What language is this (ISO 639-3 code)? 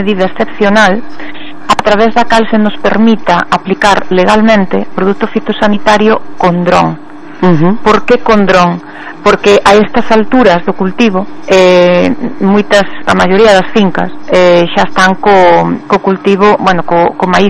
glg